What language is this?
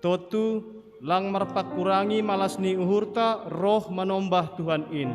Batak Simalungun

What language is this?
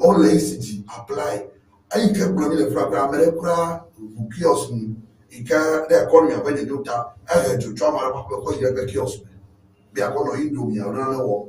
Ewe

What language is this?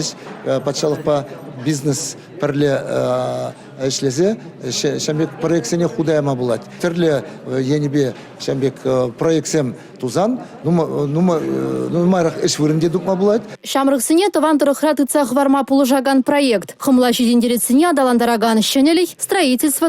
Chuvash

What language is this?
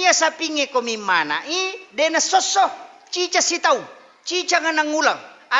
Buginese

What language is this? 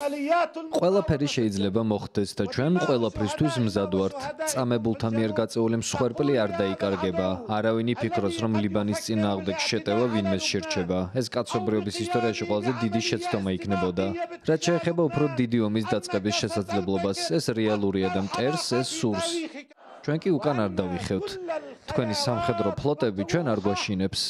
Georgian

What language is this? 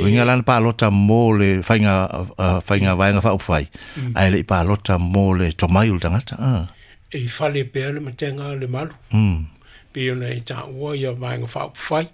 Samoan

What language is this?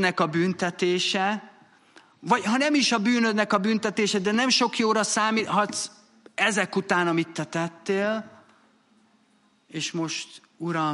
Hungarian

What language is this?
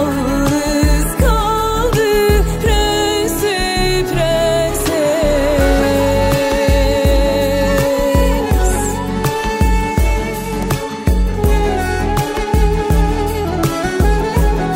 Turkish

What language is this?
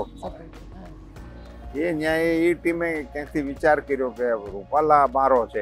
Gujarati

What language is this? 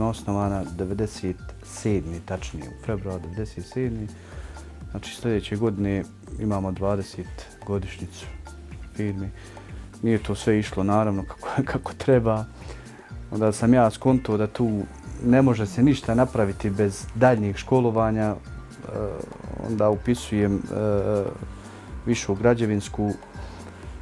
Bosnian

